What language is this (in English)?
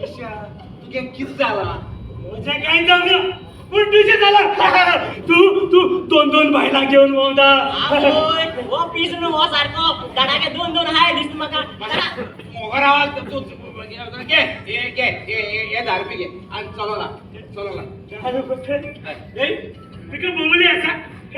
Konkani